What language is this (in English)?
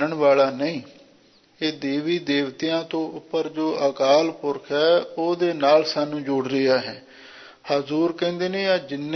Punjabi